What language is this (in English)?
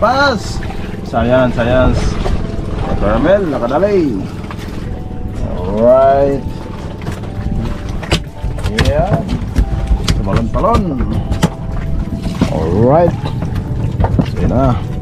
Filipino